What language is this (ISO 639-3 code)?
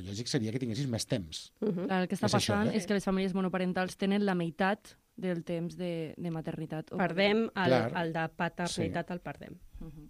cat